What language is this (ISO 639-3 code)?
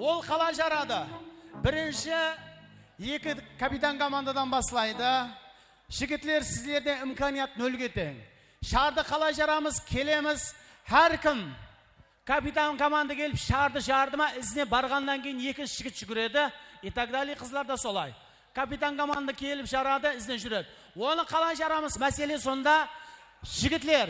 kaa